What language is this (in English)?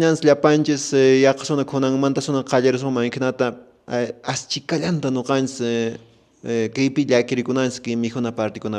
Quechua